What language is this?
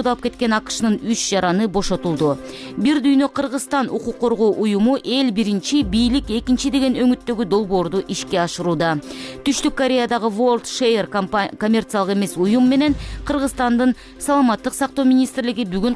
Kyrgyz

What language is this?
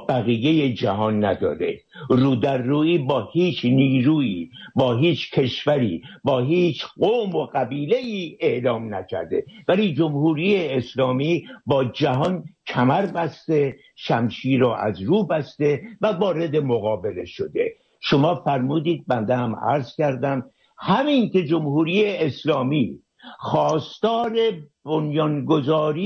Persian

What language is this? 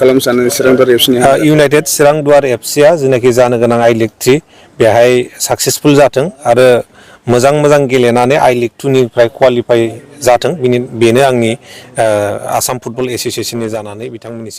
Bodo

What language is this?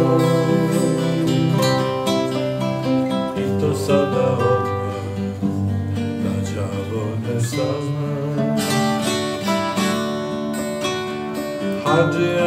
Serbian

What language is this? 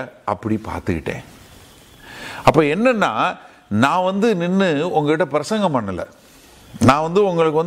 Tamil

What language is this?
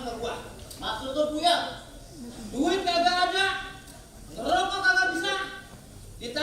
Betawi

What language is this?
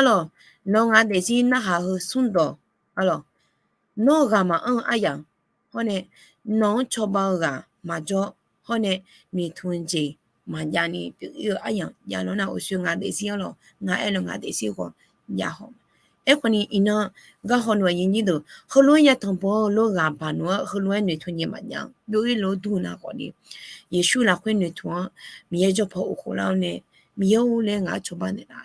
Akha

